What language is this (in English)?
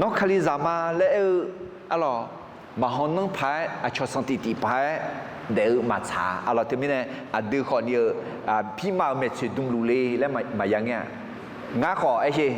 Akha